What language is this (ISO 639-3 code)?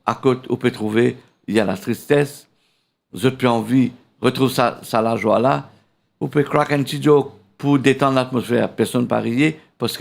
mfe